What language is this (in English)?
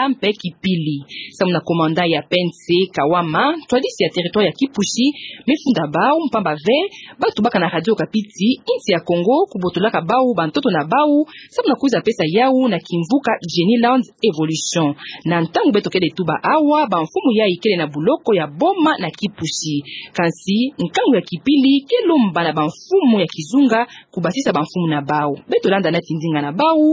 Kituba (Democratic Republic of Congo)